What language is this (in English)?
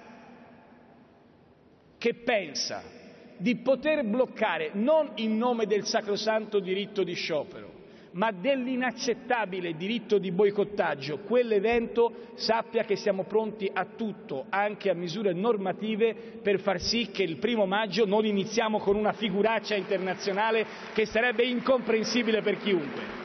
Italian